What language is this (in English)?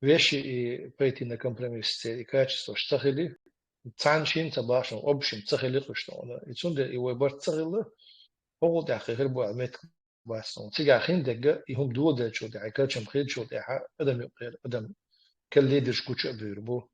Chechen